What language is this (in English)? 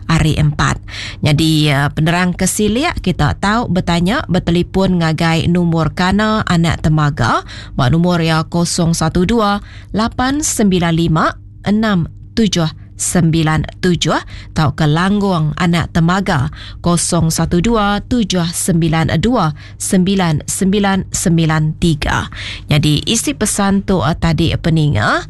Iban